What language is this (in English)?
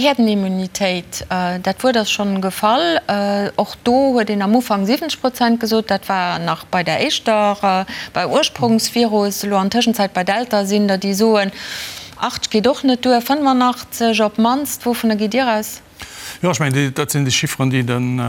Luxembourgish